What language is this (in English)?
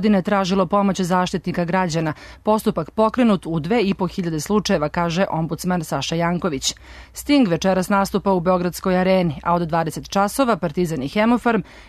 Serbian